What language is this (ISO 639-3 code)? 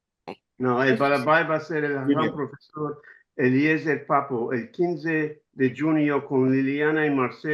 lad